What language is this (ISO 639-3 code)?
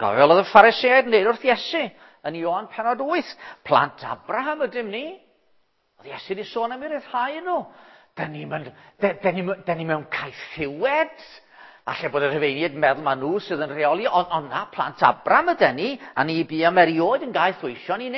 cym